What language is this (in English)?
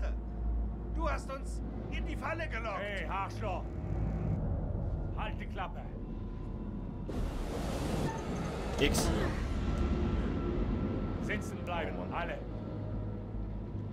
German